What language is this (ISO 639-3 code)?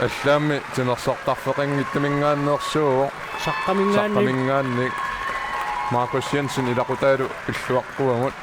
kal